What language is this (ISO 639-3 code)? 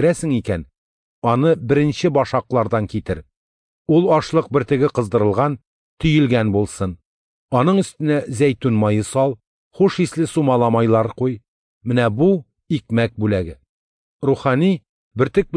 tat